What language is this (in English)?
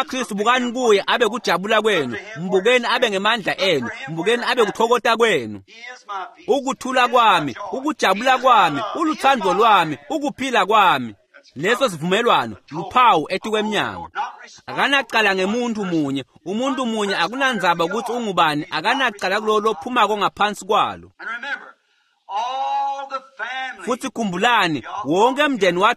Swati